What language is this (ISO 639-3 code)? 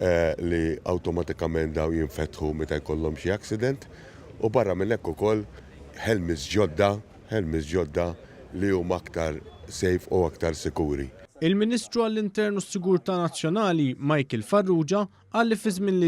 mlt